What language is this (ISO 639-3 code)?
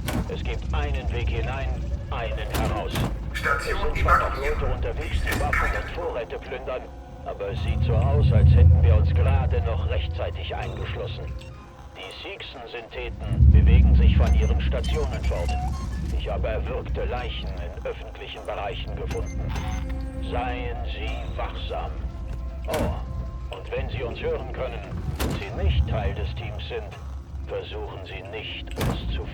bar